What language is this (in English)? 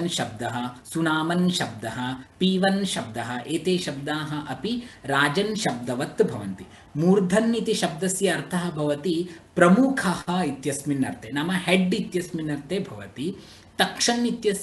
Sanskrit